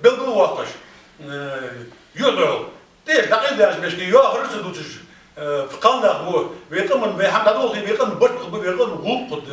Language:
Ingush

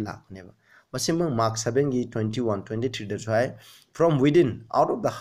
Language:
Manipuri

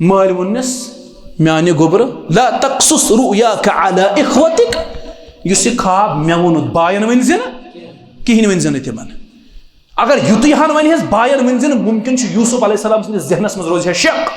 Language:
Kashmiri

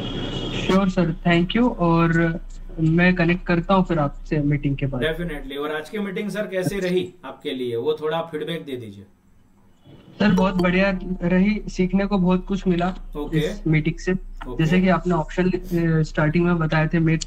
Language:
Hindi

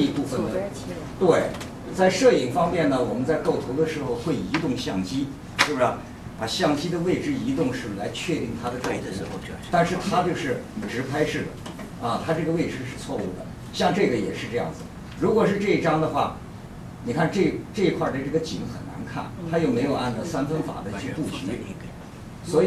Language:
Chinese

